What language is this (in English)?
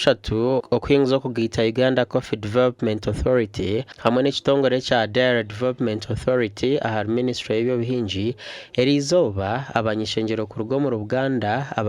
Nyankole